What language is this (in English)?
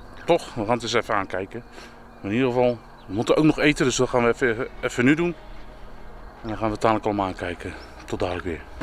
Dutch